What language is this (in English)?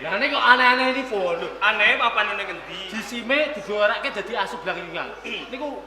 Javanese